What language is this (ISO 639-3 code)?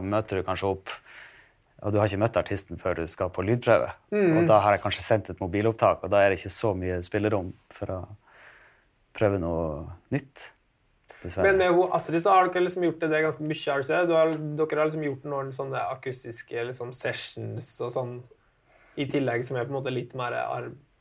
nor